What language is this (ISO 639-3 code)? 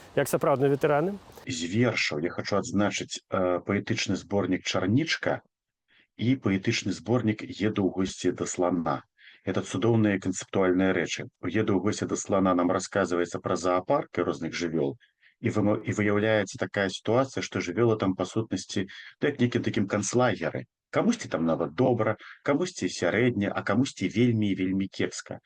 bel